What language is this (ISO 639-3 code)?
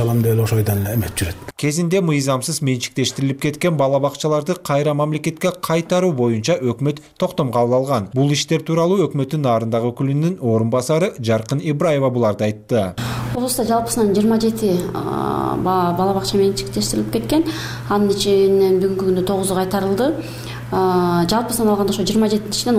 kir